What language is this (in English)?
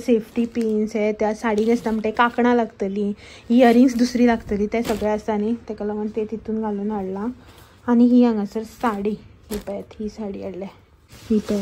Konkani